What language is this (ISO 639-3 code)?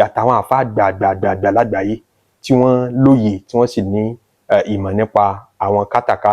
yor